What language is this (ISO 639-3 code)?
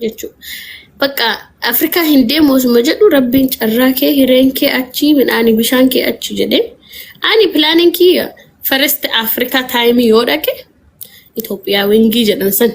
orm